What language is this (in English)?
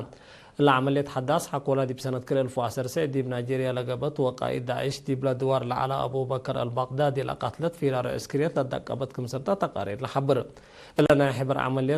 Tigre